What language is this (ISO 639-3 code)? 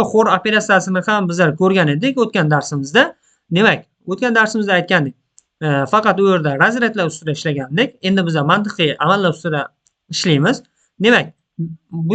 uzb